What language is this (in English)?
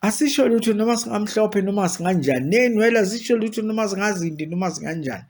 Zulu